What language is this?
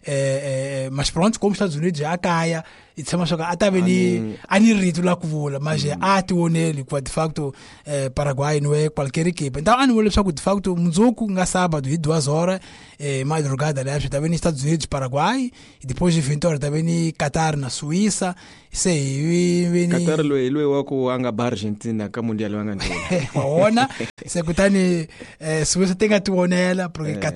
Tsonga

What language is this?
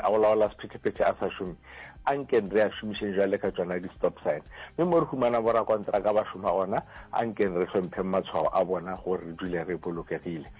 Northern Sotho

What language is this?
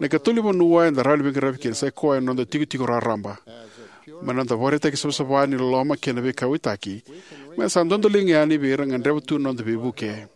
Fijian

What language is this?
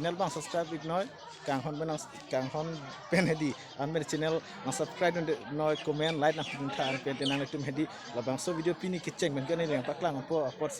Karbi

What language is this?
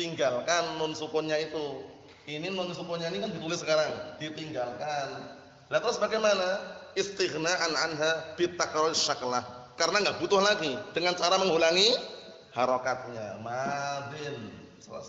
Indonesian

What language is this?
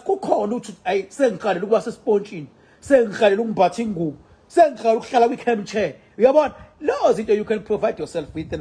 Zulu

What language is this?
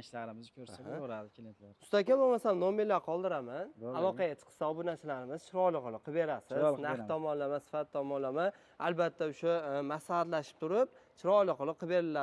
Uzbek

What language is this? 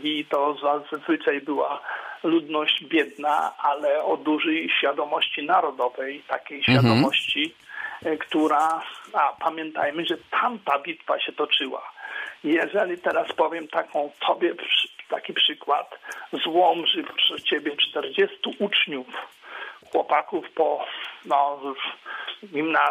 Polish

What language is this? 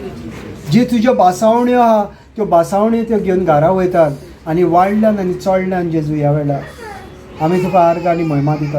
Konkani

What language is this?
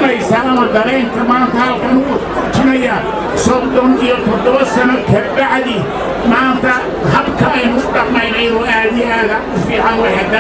Somali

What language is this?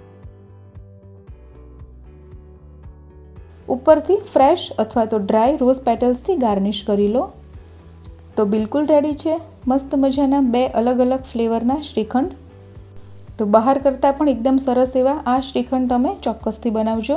Gujarati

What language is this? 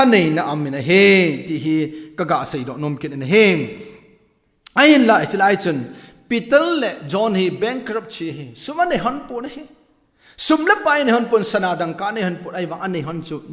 Thado Chin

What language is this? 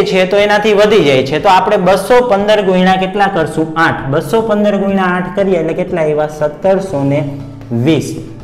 Gujarati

